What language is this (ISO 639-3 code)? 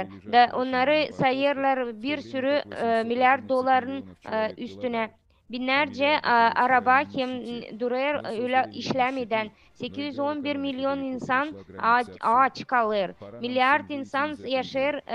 gag